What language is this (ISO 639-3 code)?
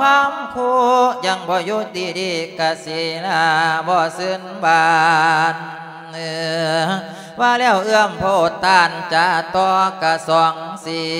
lao